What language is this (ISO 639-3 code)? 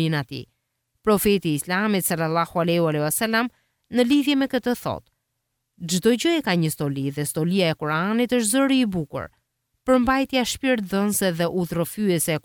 sqi